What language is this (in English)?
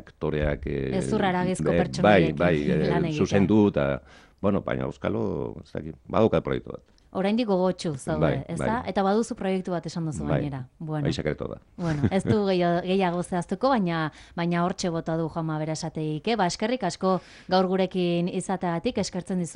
Basque